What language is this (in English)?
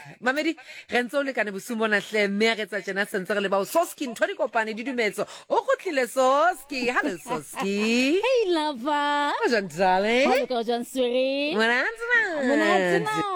Southern Sotho